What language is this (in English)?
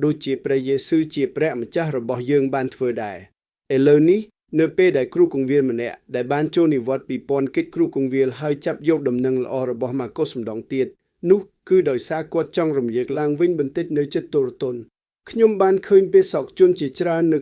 Khmer